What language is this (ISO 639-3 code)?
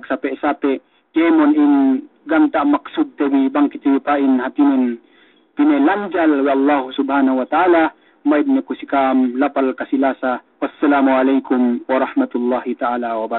yka